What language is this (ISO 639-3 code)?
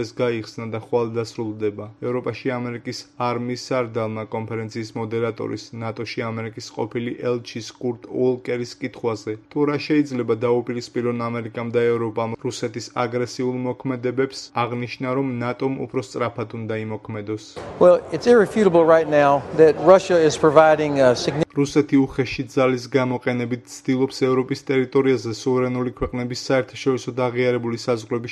kat